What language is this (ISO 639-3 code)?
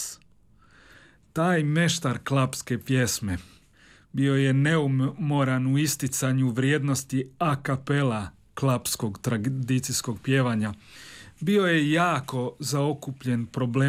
hrv